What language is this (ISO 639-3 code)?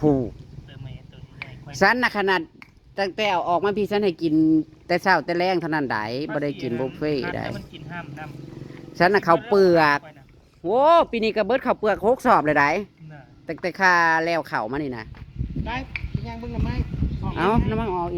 tts